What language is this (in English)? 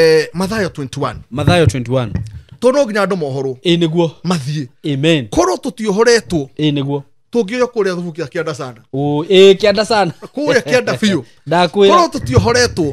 Kikuyu